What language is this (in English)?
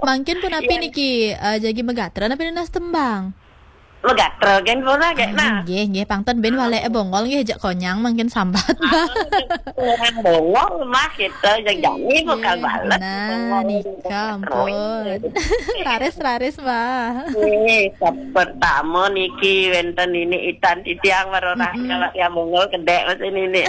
Balinese